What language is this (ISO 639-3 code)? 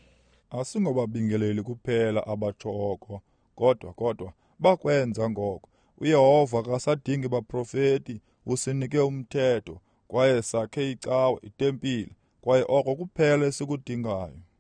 xho